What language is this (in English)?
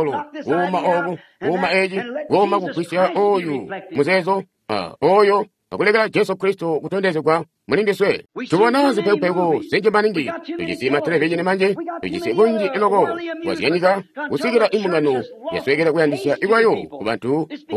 Tonga (Zambia)